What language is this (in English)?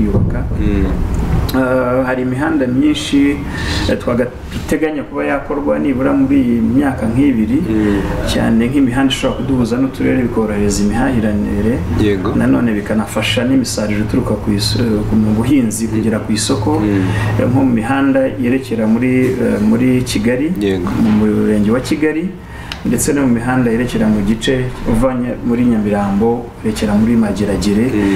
Kinyarwanda